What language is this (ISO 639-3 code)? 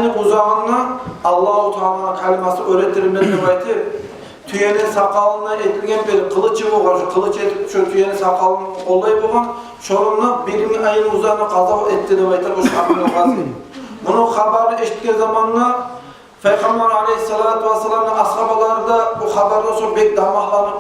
kum